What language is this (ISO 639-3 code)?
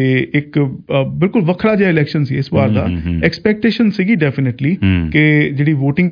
pan